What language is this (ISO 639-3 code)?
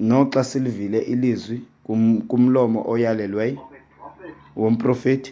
xho